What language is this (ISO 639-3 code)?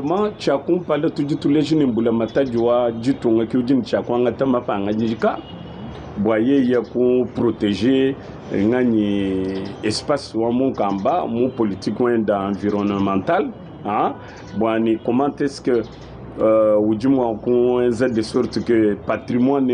lua